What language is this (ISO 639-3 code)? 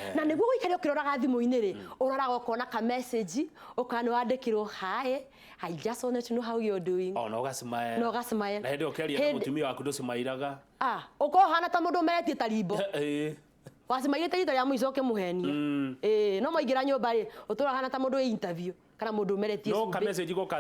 kik